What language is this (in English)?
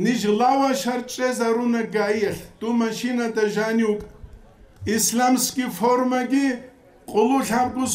Avaric